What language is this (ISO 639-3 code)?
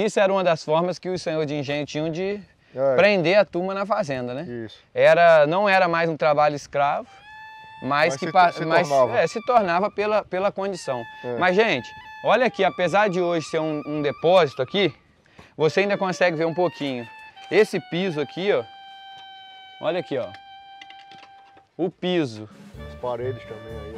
por